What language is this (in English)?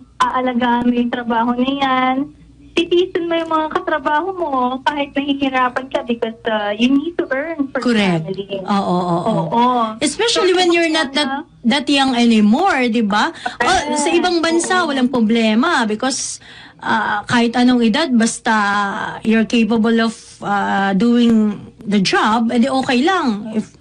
Filipino